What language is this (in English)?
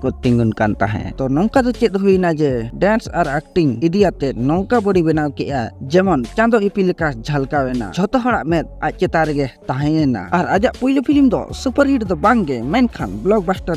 Santali